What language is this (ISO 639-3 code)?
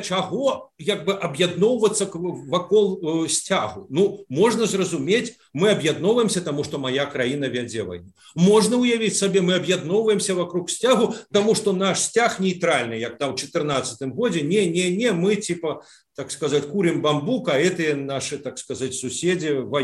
bel